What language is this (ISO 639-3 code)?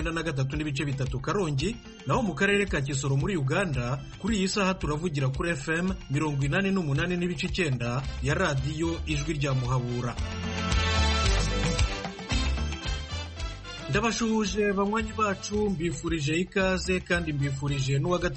kin